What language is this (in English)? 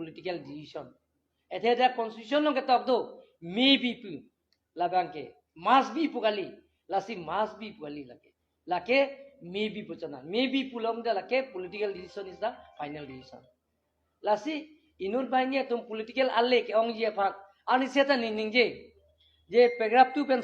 Karbi